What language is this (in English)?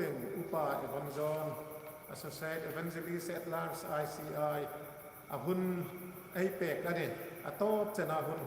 Hmar